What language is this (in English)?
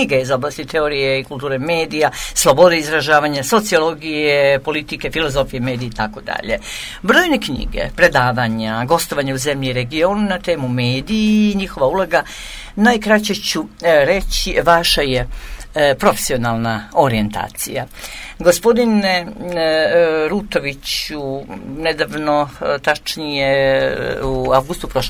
Croatian